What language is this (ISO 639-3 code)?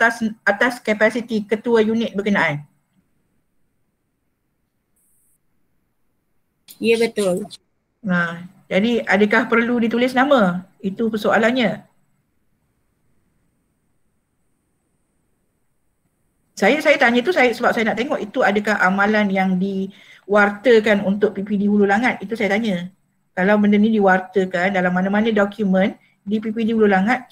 msa